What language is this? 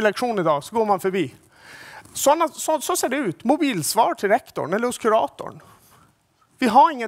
Swedish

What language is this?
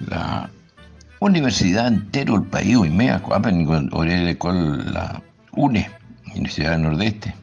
Guarani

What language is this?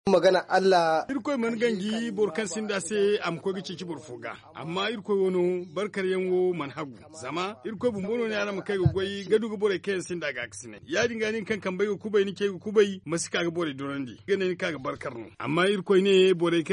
Zarma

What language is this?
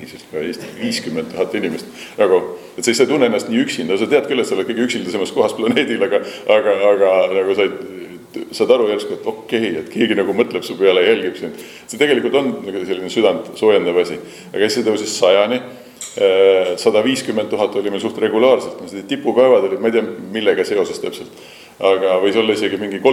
Estonian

